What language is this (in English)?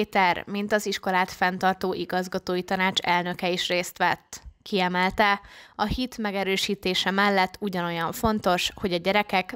Hungarian